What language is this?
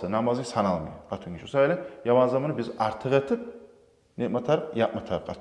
Kumyk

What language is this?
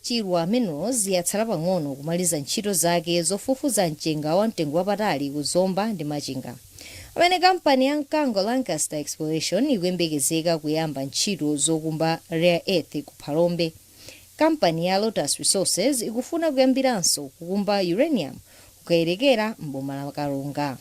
Nyanja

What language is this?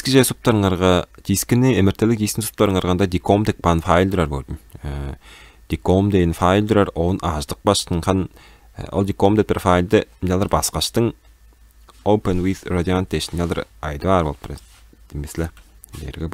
Tuvinian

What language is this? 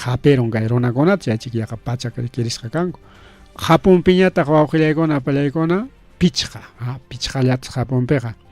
Ayacucho Quechua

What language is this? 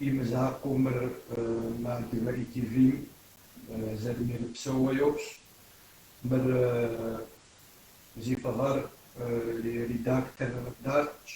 Kabardian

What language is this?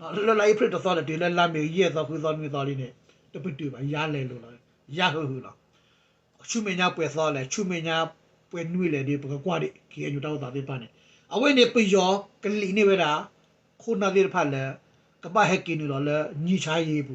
S'gaw Karen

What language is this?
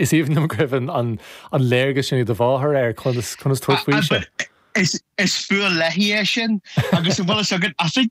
Irish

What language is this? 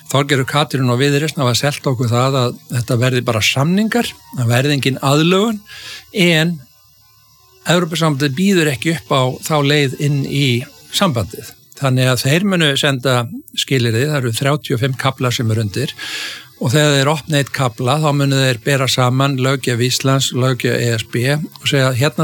Icelandic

